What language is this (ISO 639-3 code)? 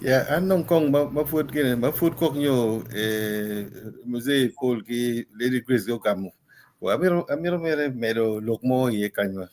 ach